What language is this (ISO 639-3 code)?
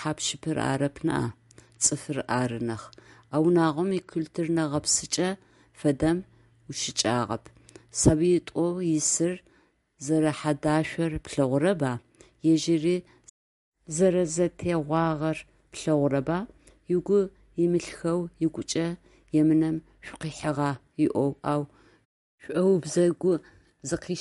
ady